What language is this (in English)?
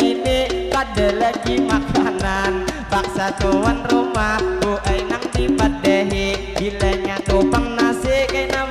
Banjar